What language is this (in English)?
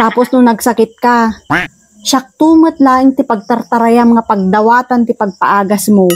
Iloko